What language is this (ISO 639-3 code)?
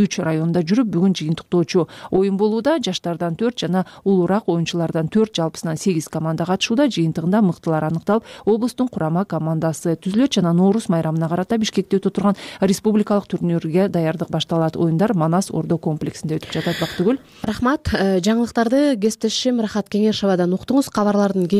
kir